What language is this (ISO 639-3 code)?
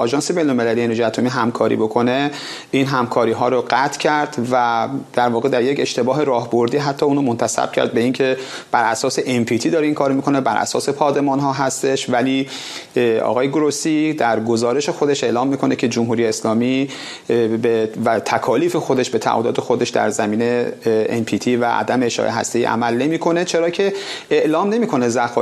fas